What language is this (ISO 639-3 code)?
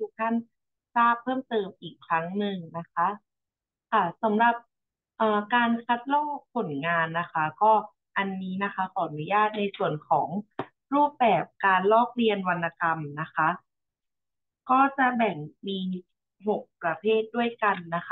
tha